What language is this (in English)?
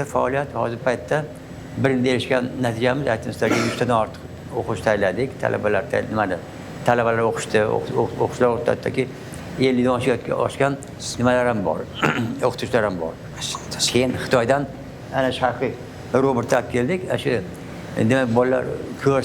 Uzbek